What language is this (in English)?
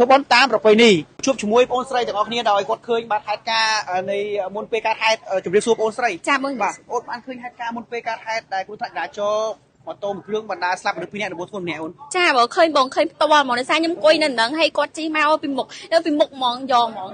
Khmer